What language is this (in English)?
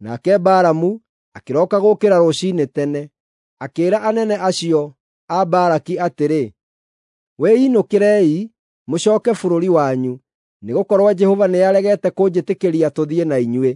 Kikuyu